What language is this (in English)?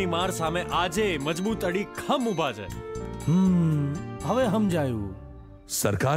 Gujarati